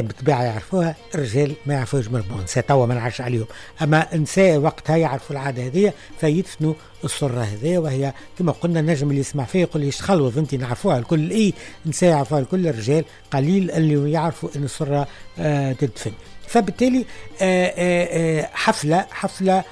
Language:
Tunisian Arabic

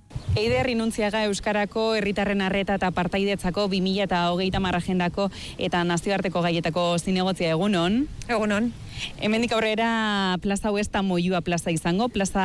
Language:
Basque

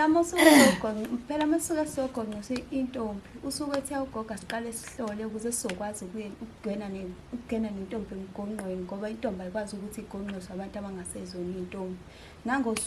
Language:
Zulu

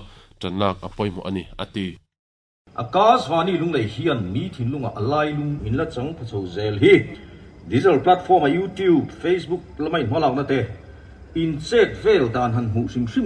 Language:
Mizo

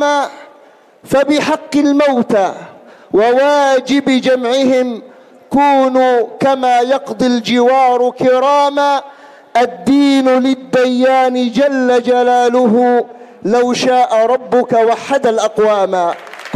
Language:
Arabic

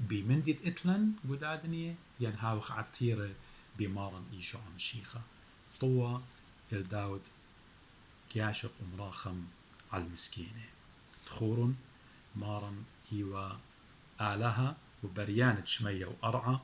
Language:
Assyrian Neo-Aramaic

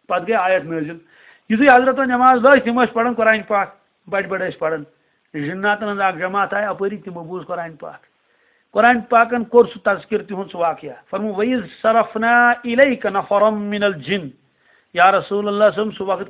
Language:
Kashmiri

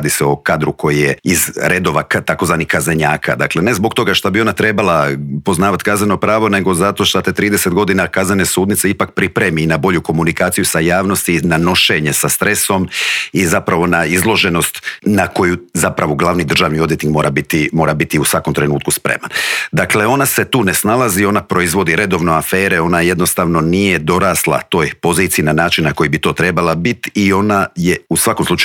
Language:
Croatian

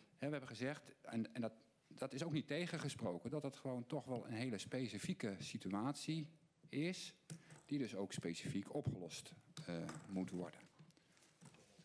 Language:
Dutch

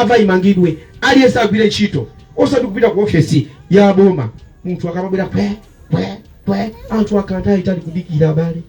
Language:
Nyanja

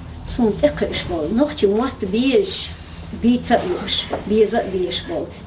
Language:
Chechen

